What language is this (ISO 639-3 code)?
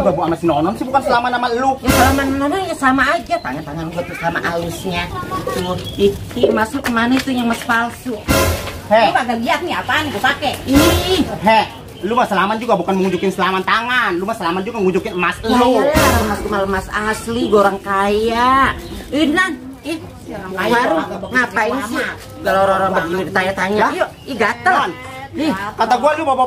bew